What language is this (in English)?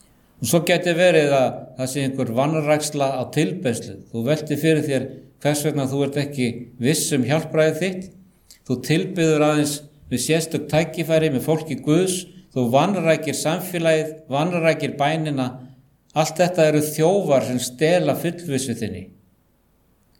Icelandic